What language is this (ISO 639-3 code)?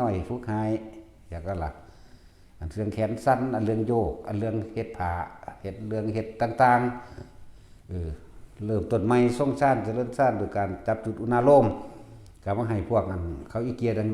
tts